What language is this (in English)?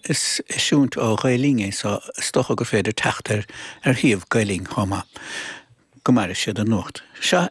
Irish